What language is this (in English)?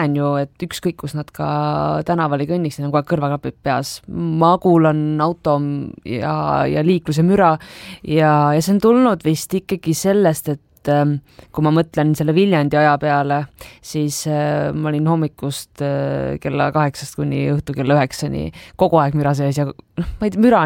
Estonian